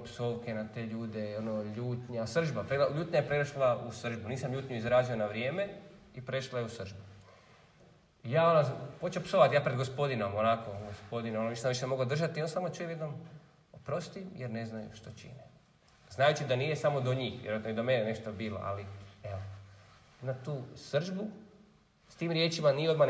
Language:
Croatian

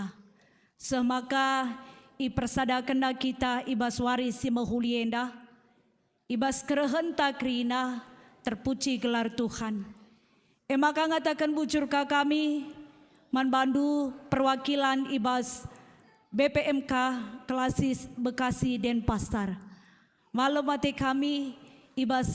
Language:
Batak Karo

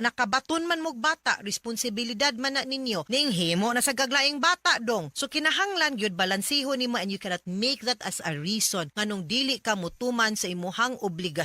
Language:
Cebuano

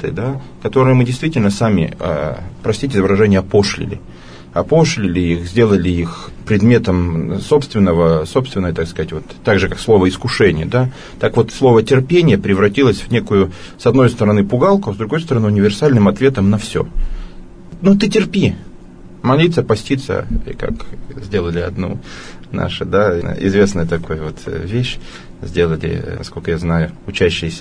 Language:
Russian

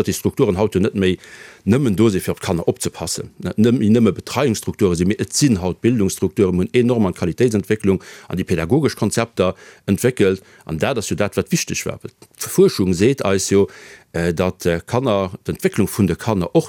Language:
Luxembourgish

